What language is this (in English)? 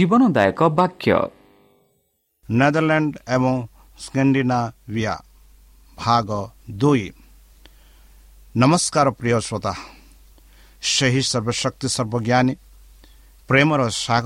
Odia